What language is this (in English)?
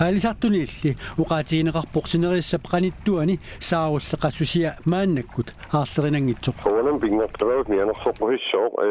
Kalaallisut